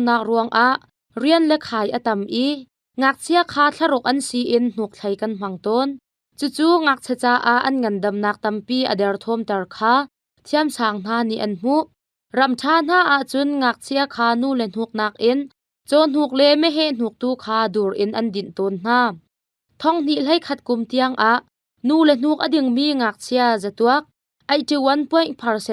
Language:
Hakha Chin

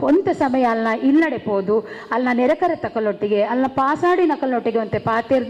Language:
Tulu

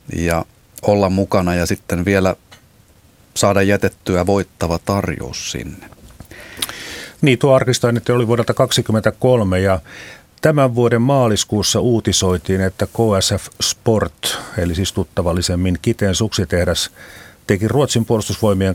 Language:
Finnish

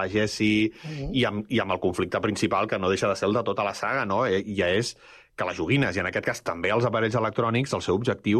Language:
Catalan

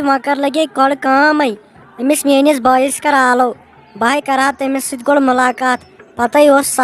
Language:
Kashmiri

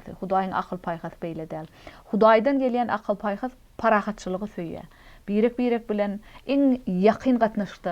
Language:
Turkmen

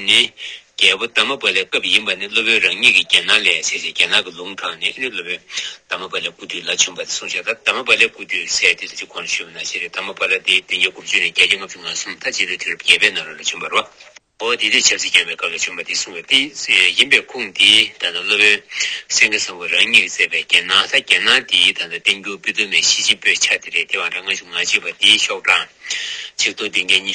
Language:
Tibetan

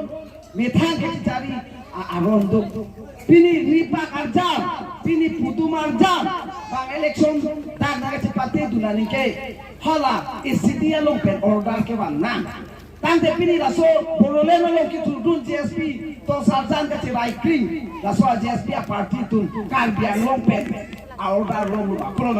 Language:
Karbi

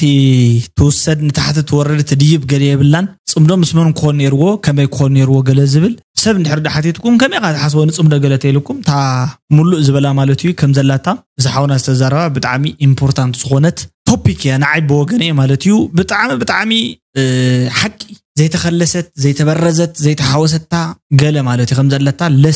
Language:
Tigrinya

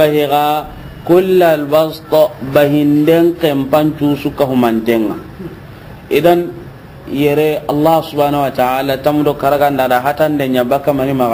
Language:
Soninke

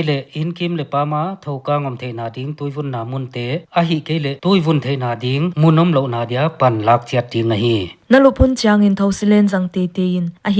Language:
Paite Chin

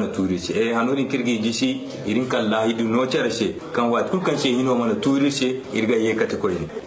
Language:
Zarma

